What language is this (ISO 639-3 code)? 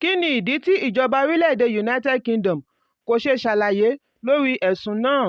yor